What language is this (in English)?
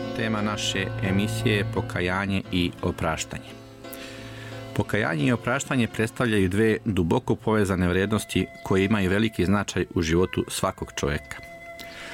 Serbian